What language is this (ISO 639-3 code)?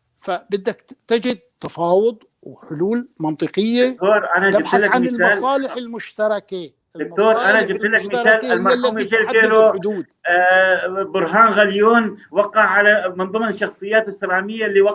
apc